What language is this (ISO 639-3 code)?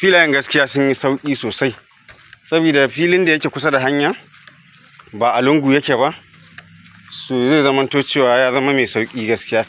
hau